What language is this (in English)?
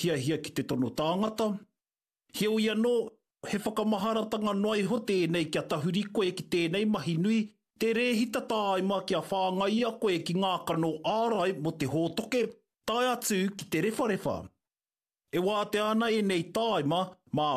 Māori